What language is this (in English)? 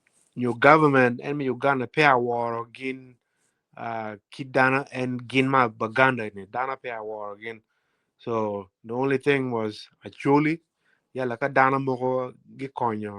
Acoli